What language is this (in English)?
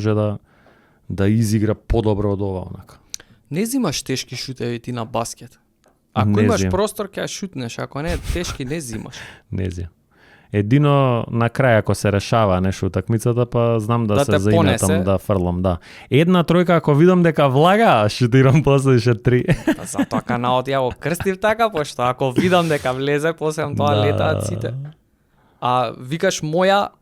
Macedonian